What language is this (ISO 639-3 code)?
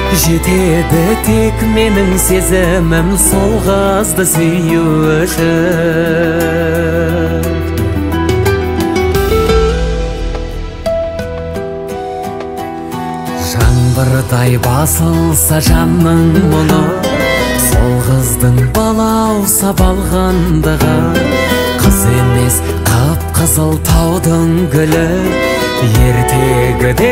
kaz